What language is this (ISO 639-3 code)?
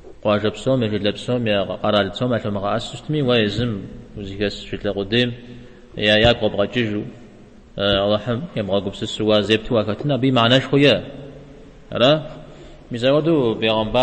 kbd